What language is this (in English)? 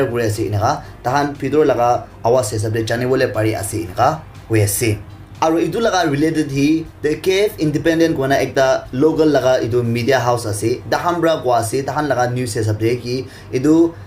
Naga Pidgin